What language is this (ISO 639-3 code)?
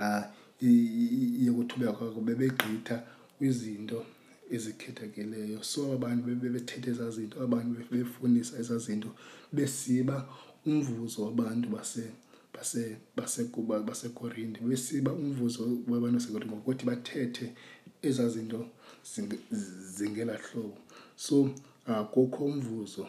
xho